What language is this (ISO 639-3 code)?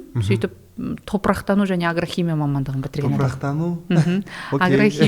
kaz